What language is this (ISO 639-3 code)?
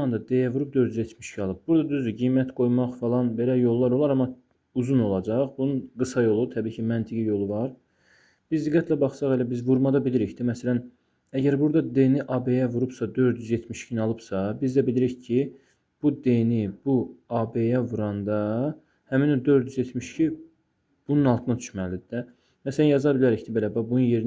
aze